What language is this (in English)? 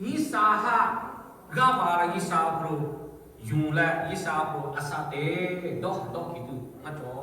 Lahu